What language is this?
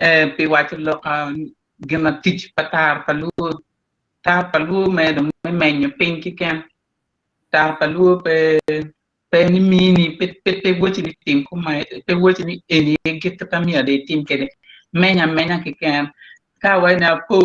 Acoli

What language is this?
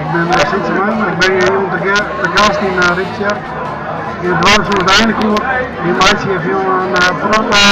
Western Frisian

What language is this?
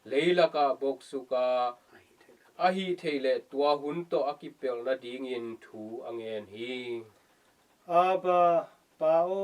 Tedim Chin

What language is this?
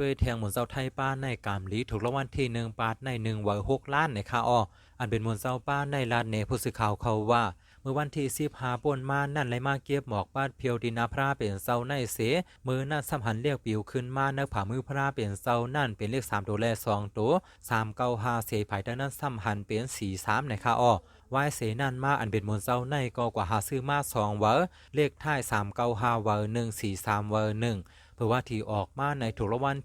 Shan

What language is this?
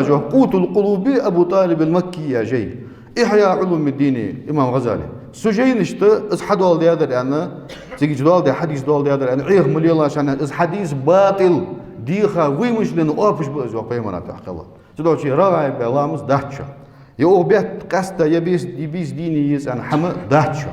Ingush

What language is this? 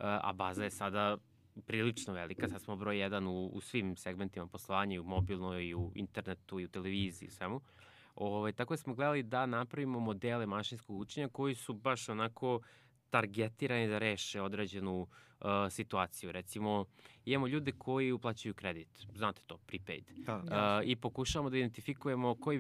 Serbian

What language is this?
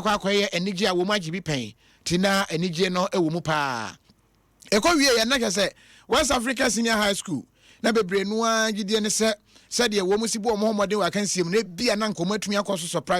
Akan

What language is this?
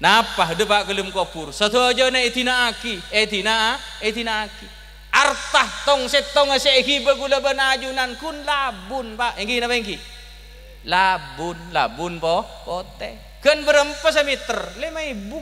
Madurese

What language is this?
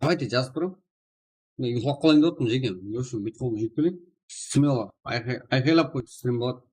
Kara-Kalpak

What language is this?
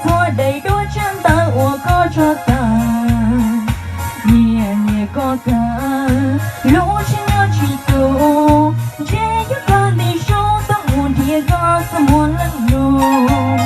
Hmong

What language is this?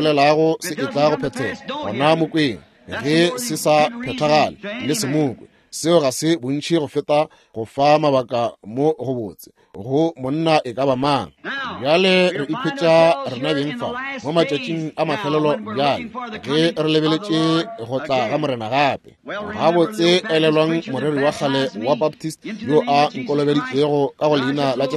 Northern Sotho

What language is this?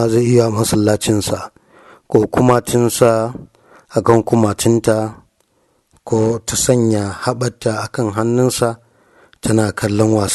Hausa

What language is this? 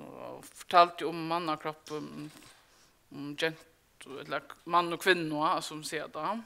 Faroese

